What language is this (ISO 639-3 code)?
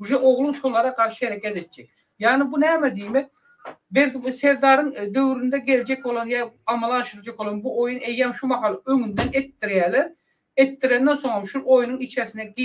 tuk